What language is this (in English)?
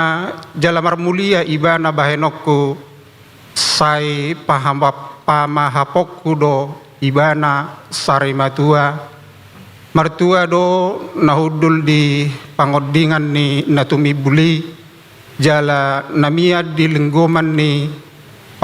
Batak Toba